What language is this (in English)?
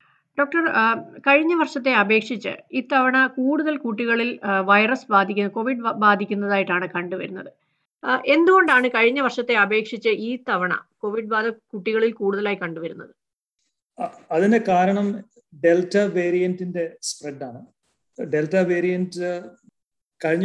Malayalam